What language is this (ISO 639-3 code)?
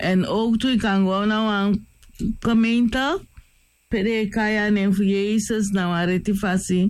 srn